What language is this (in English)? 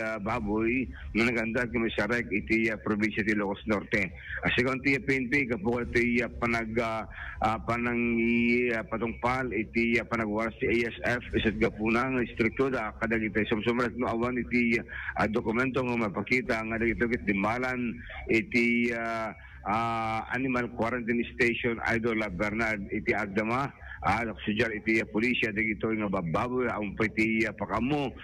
Iloko